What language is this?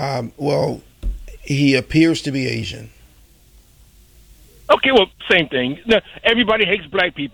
English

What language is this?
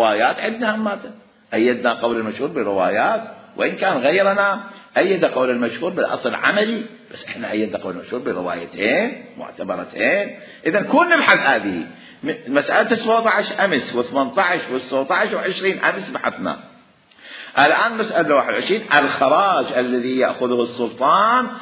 Mesopotamian Arabic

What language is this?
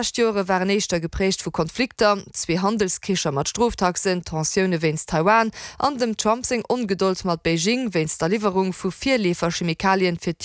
Luxembourgish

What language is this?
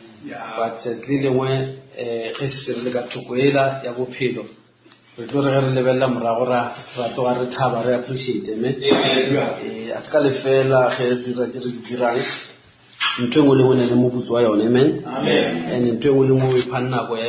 Northern Sotho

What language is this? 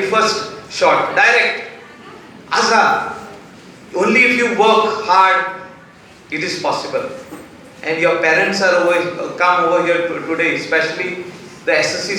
Konkani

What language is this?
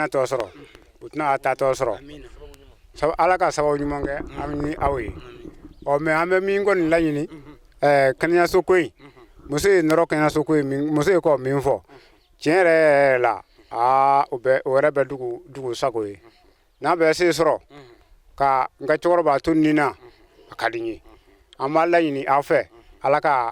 Bambara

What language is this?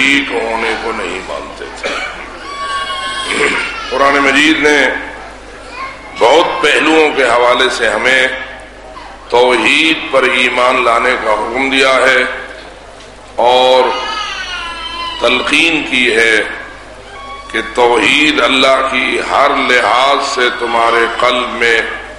Urdu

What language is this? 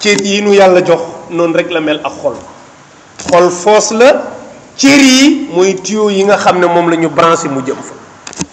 Wolof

